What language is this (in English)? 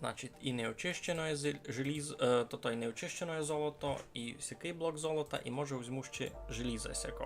Rusyn